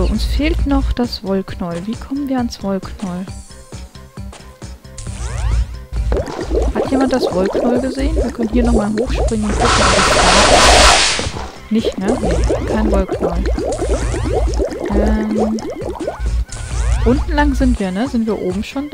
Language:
German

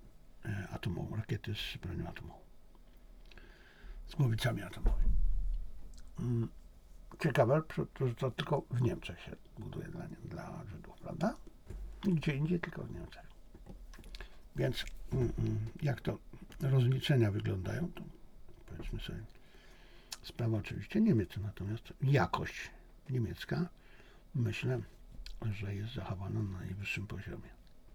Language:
Polish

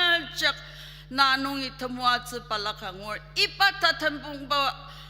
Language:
Ao Naga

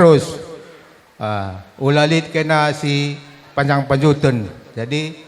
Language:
Batak Karo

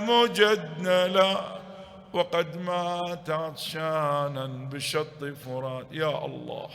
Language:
Mesopotamian Arabic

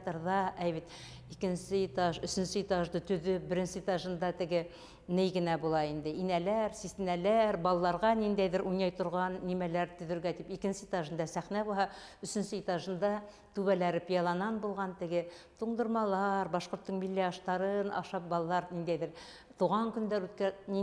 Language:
Bashkir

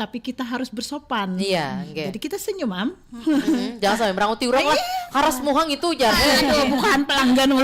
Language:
Banjar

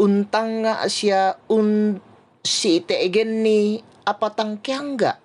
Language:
Toraja-Sa'dan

